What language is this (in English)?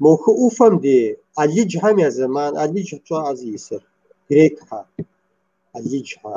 Kabardian